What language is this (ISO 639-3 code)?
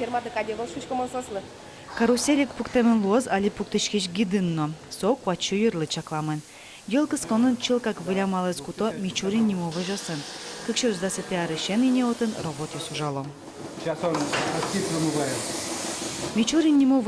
udm